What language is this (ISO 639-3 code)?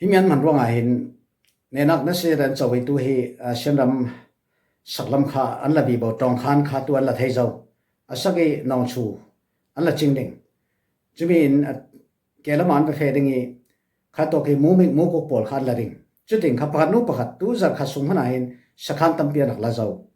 cfm